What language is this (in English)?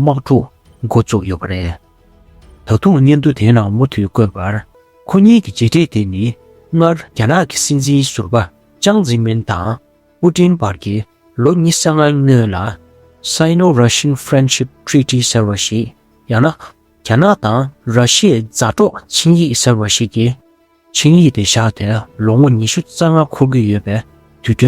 Tibetan